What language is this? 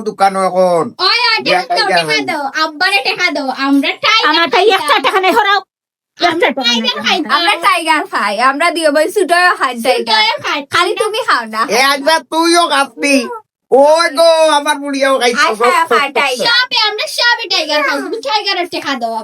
Sylheti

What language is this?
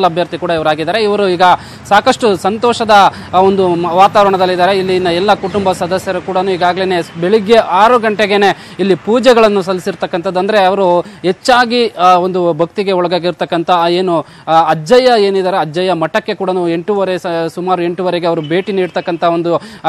Kannada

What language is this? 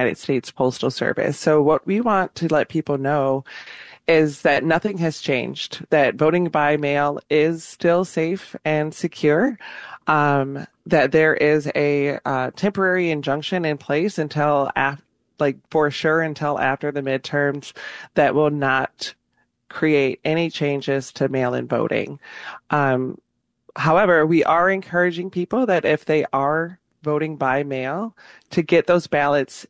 English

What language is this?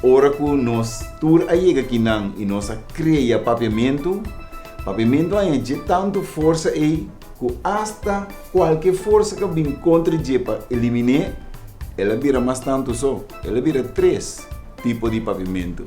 Papiamento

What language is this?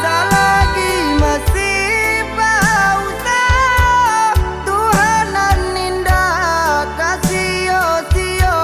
Minangkabau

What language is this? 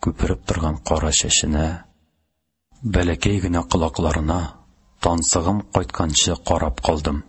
Tatar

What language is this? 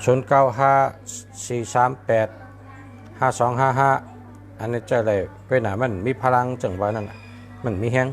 Shan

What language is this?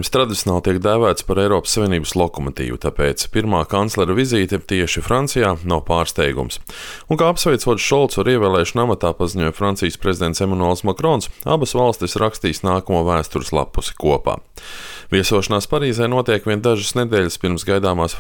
Latvian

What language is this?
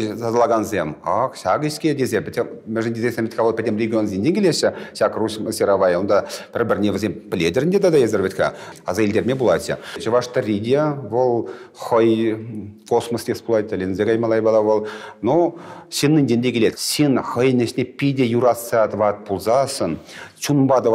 Chuvash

